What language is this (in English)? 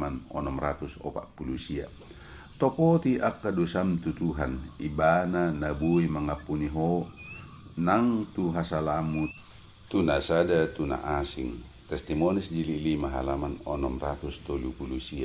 Batak Toba